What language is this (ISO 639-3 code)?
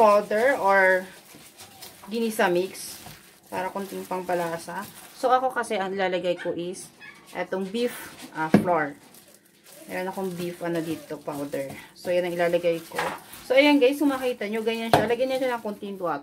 fil